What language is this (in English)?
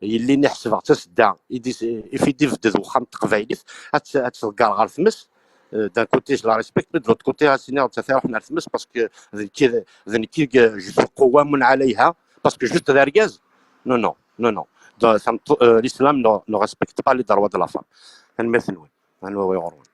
Kabyle